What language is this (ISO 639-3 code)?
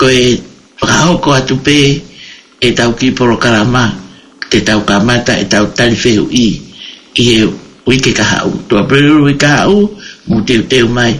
ton